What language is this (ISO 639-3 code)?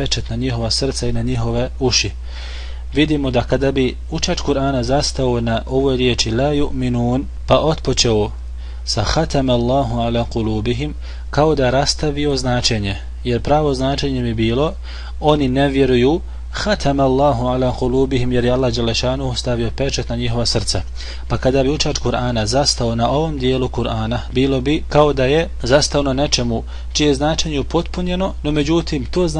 bos